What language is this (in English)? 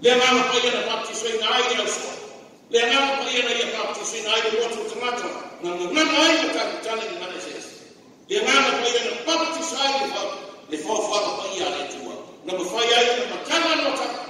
Samoan